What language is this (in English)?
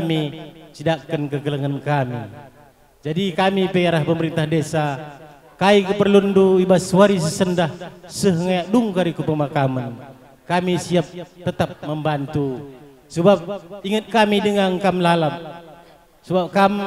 Batak Karo